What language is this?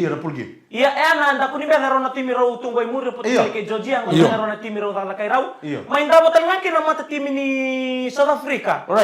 Fijian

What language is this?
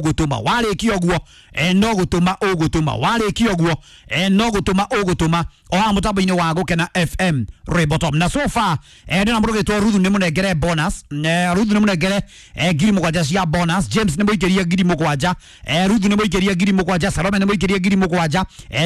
Kikuyu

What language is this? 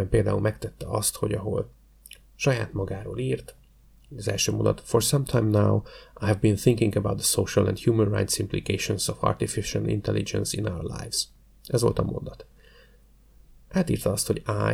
Hungarian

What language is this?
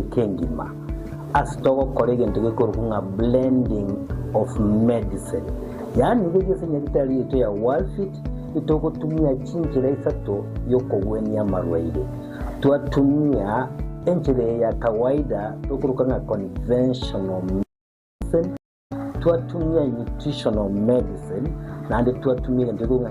Gusii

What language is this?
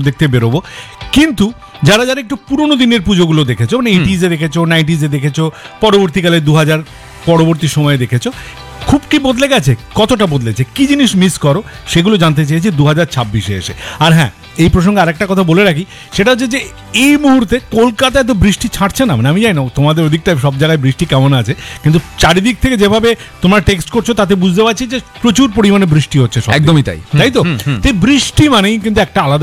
Bangla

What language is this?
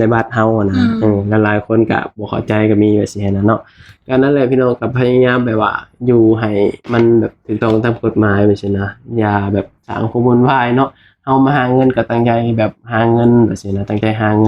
Lao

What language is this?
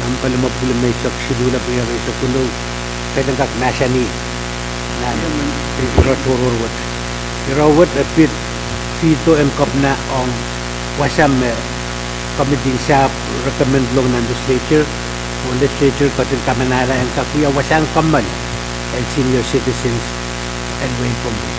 Pohnpeian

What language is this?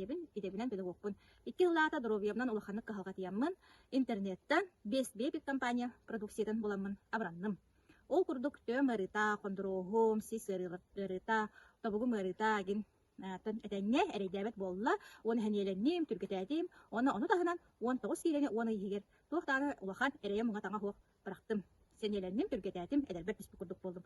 Yakut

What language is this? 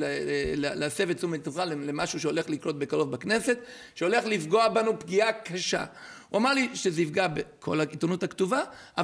Hebrew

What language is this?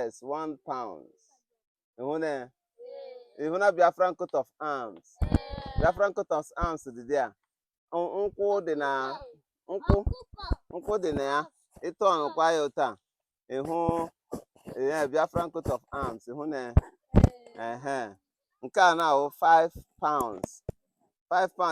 Igbo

